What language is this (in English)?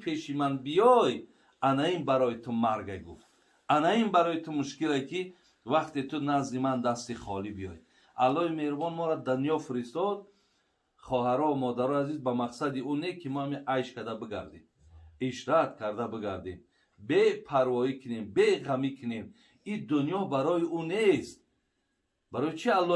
Tajik